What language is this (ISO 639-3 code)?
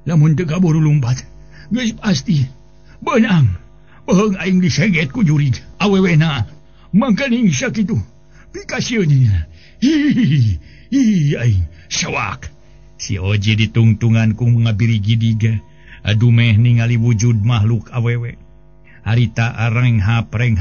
sun